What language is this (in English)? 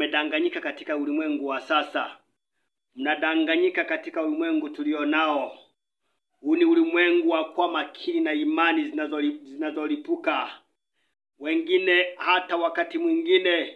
Swahili